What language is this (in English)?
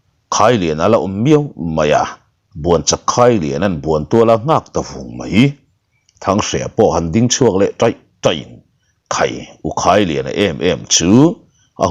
Mizo